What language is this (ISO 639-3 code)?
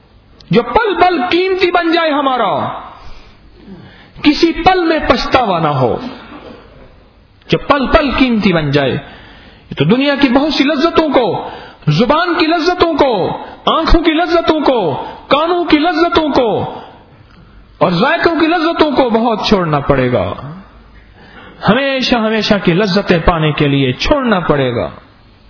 urd